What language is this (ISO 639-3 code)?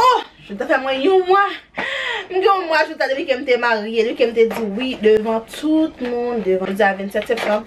hat